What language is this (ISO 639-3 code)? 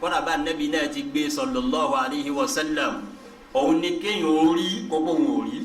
yor